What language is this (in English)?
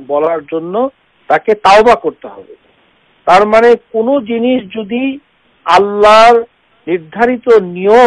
Bangla